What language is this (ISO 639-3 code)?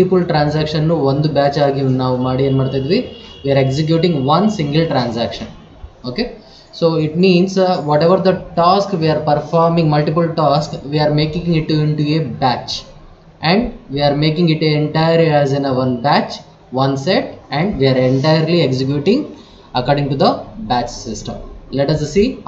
kan